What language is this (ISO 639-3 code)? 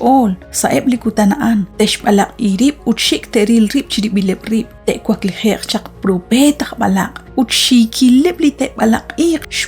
kek